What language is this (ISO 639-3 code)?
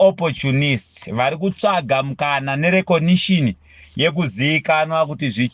sna